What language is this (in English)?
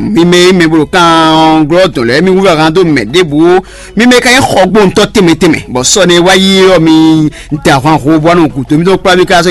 Fon